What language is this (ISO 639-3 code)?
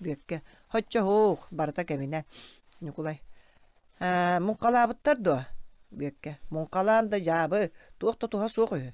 sah